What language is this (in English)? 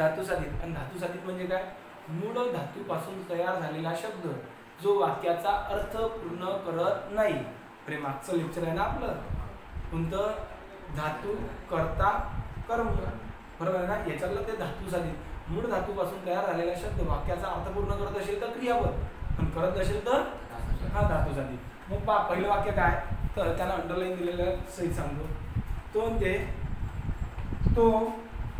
Marathi